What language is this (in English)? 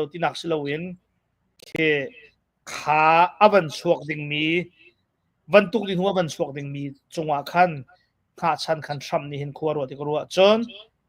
Hakha Chin